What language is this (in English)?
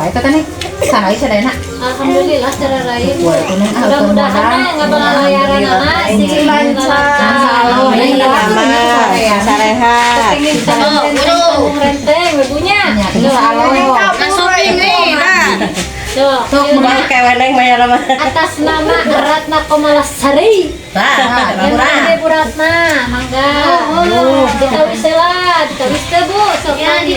Sundanese